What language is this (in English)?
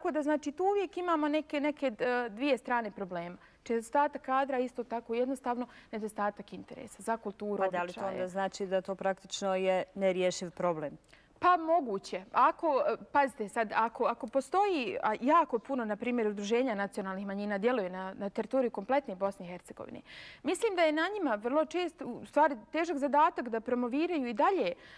Bosnian